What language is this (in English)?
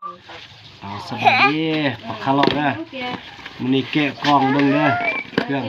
Lao